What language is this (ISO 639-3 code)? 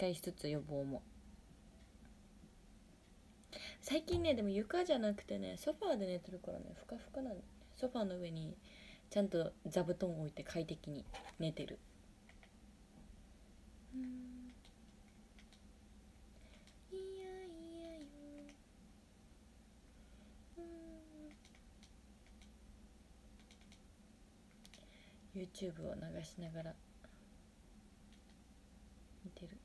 jpn